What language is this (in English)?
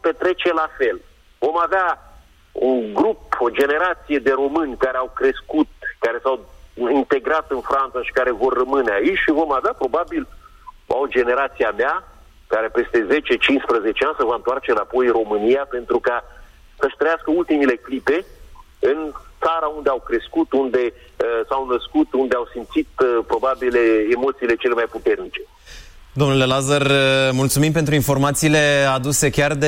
Romanian